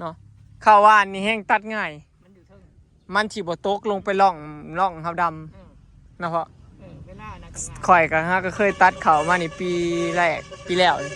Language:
Northeastern Thai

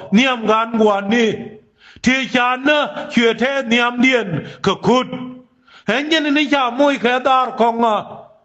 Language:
Nuer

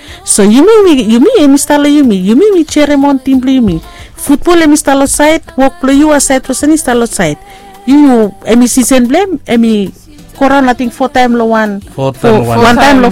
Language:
Bislama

